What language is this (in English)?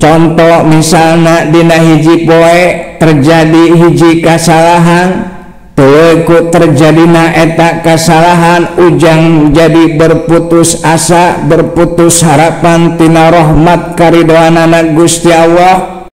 Sundanese